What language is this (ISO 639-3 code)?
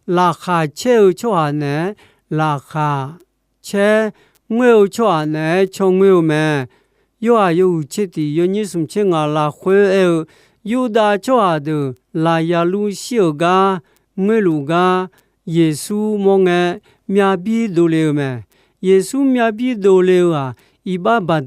ahk